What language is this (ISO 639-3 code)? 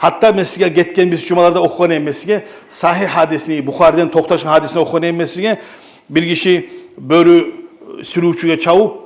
kum